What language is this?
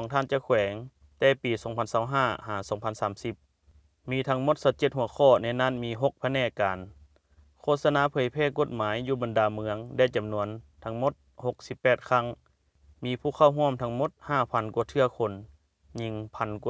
Lao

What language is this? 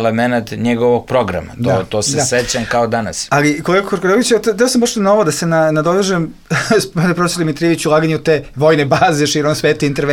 Serbian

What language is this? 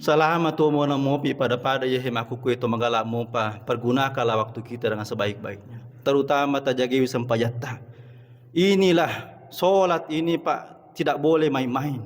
Buginese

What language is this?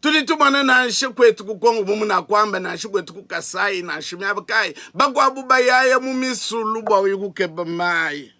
Luba-Lulua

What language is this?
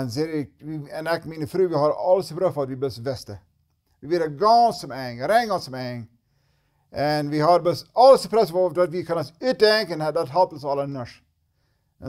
Plautdietsch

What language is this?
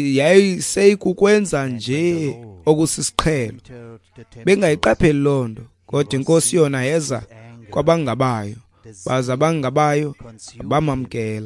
Xhosa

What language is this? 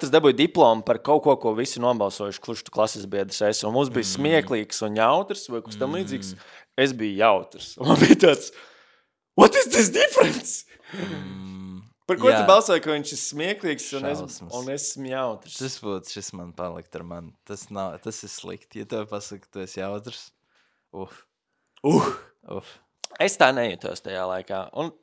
Latvian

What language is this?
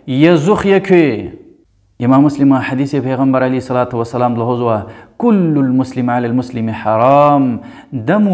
Lezghian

